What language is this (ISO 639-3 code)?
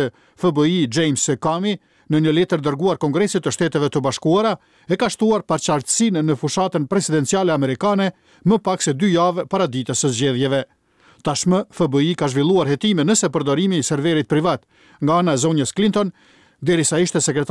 sqi